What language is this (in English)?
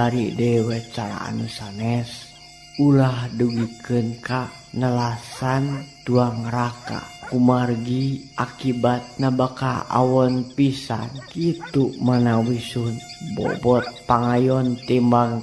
Sundanese